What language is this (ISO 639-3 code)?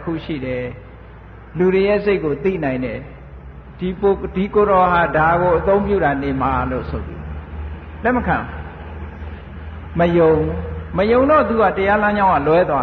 mya